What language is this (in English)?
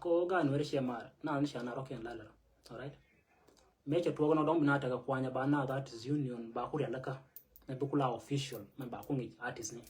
Nuer